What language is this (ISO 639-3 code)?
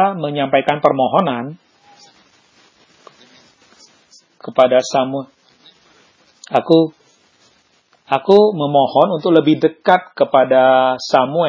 ind